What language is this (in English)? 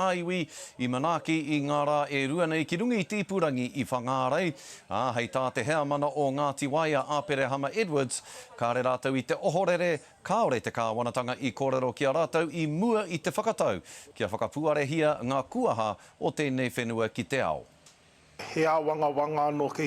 Māori